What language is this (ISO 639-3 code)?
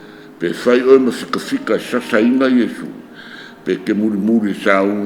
smo